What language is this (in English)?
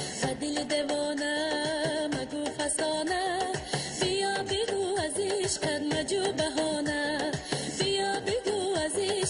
Tajik